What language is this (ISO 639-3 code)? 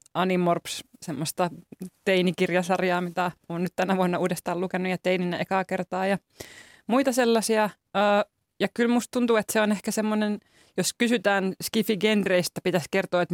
fin